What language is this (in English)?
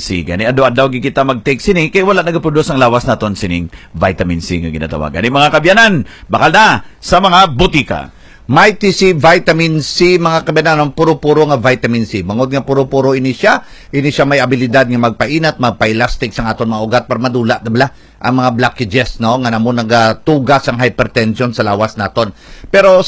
Hiligaynon